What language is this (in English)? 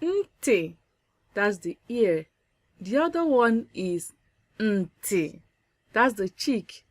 Igbo